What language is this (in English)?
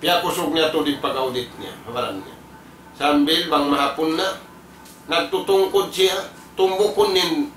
Tausug